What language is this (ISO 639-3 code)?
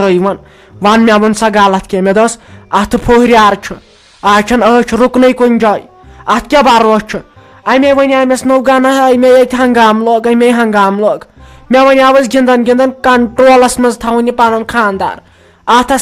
kas